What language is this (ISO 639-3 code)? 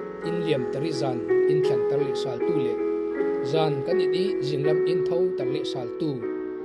cfm